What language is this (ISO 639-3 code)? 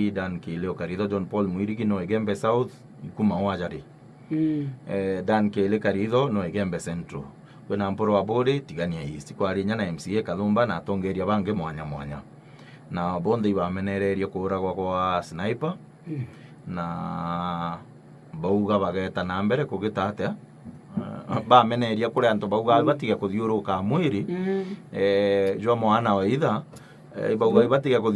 mer